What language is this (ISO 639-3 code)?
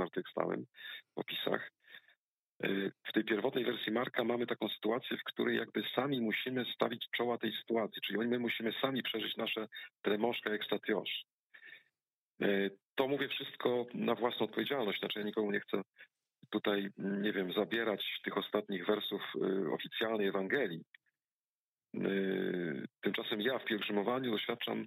pol